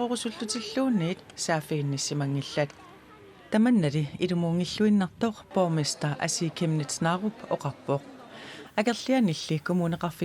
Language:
Kalaallisut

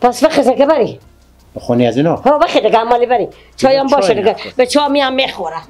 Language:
Persian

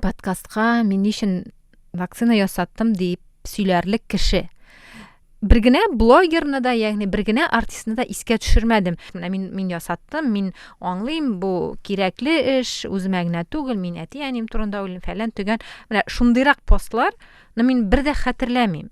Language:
Tatar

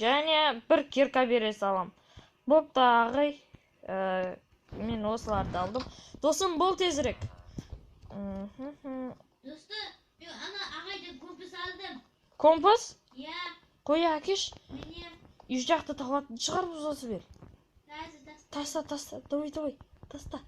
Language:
Kazakh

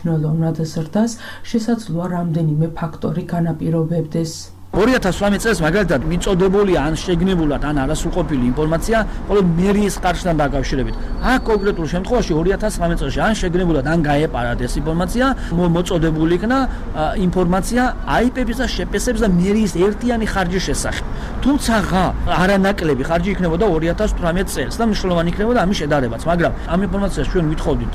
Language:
Georgian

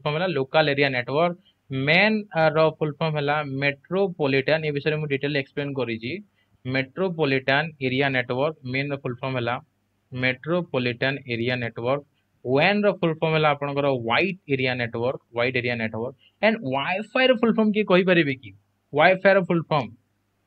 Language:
Odia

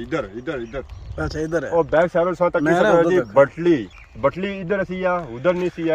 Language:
Pahari-Potwari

